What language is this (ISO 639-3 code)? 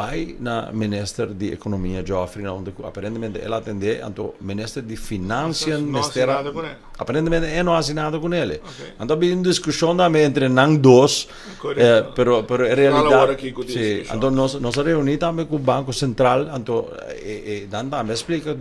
pap